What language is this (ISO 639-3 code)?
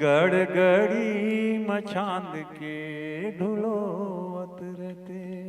hne